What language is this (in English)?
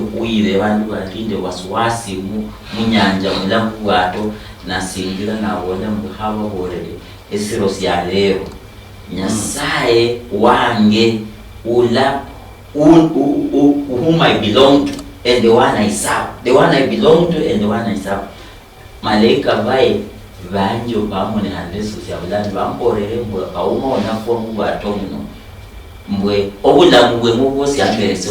Luyia